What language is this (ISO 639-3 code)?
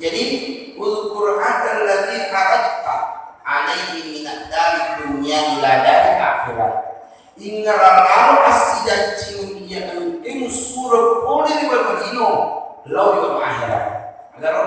bug